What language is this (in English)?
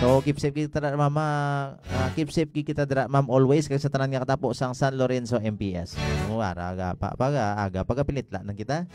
Hiligaynon